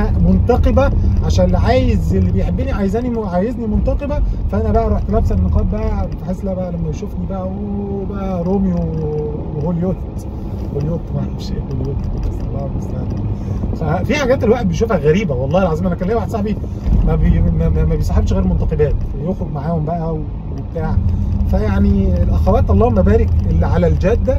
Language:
Egyptian Arabic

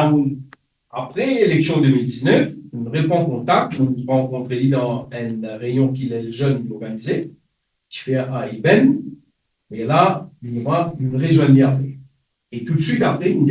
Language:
Morisyen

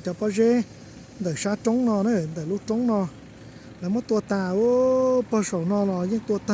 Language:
Hmong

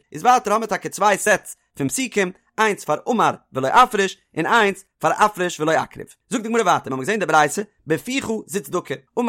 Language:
Yiddish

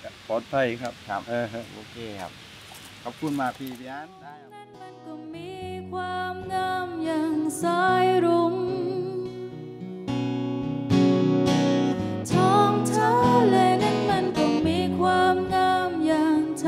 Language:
Thai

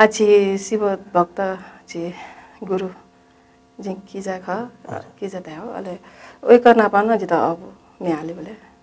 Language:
Newari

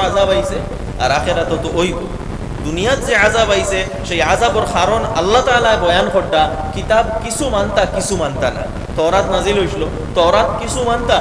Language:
Sylheti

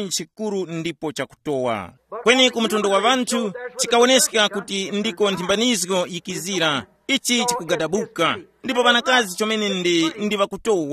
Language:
Tumbuka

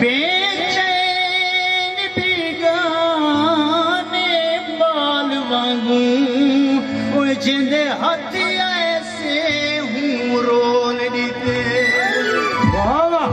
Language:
Saraiki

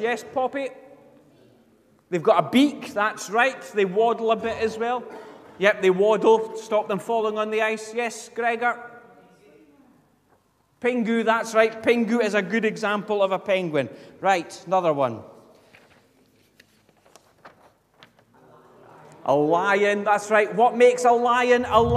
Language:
English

